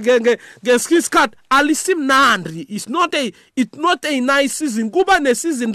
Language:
South Ndebele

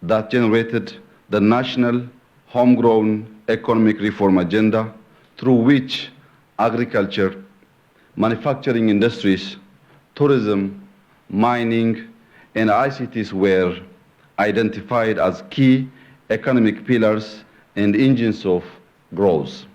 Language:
English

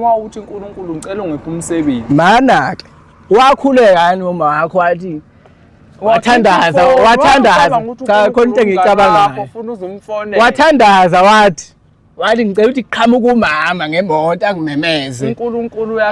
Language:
Zulu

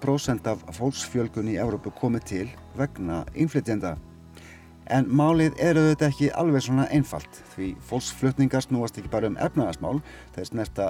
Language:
Icelandic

